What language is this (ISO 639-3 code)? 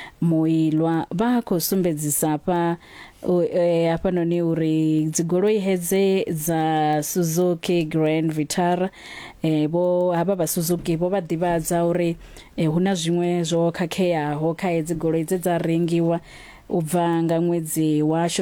ven